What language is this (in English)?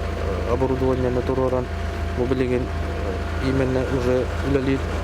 Yakut